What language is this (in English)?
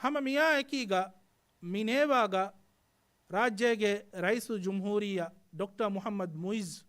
Divehi